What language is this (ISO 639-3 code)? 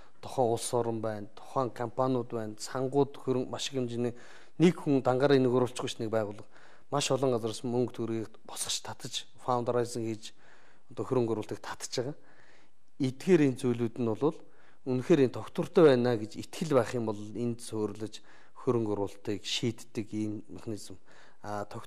mon